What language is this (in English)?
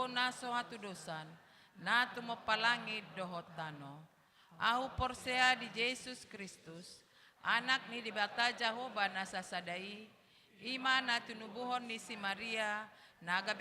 Batak Toba